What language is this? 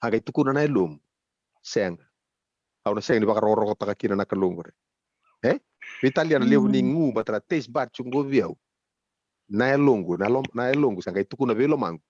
Fijian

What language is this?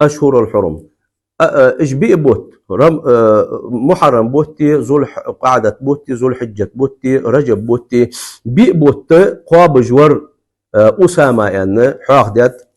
Ingush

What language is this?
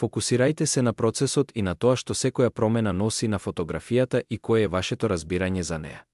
Macedonian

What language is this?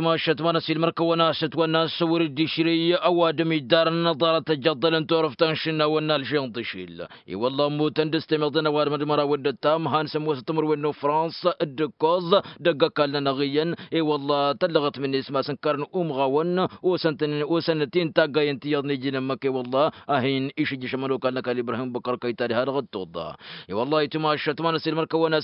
Tamasheq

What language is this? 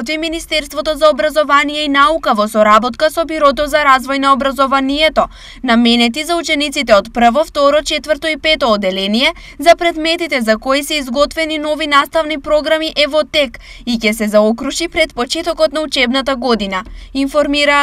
Macedonian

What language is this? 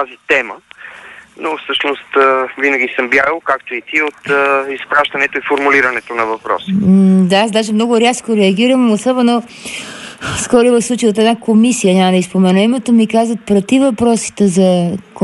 Bulgarian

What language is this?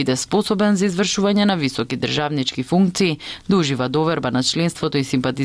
Macedonian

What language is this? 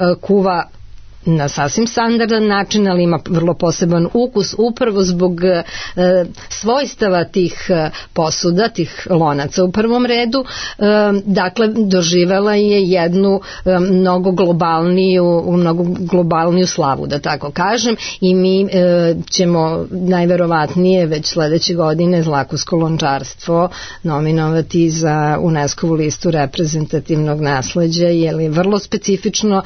Serbian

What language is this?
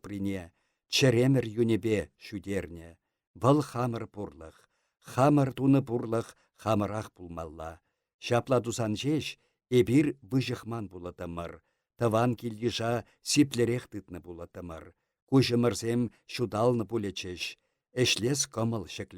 Chuvash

